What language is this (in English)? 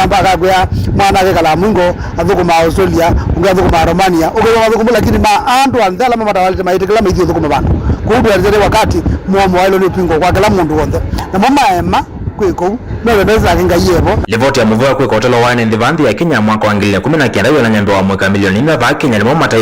Kamba